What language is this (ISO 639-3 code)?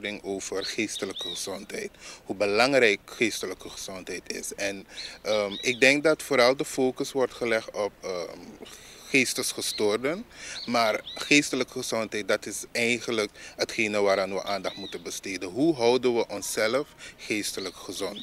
nld